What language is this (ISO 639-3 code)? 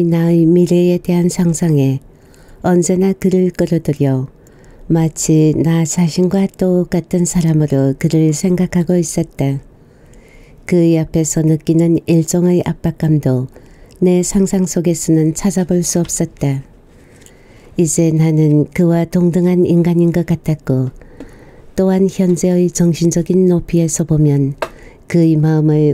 kor